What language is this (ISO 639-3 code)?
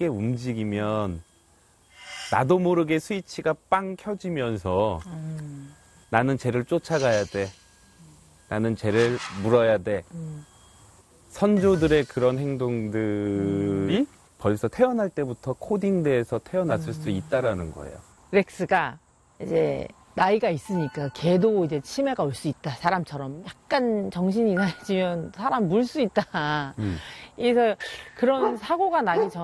kor